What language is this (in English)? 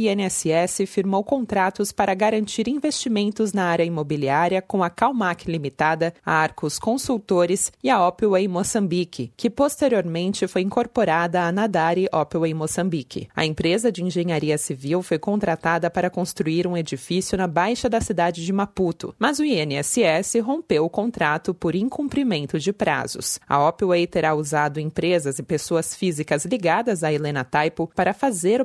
Portuguese